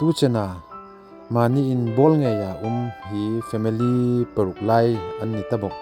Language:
Hmar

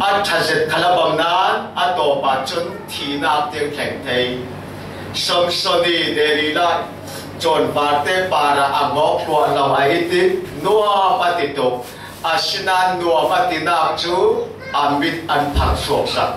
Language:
Falam Chin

